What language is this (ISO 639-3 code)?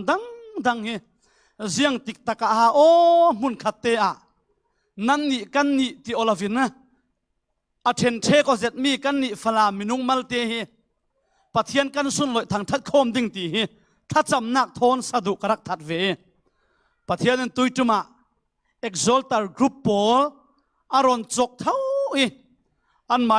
cfm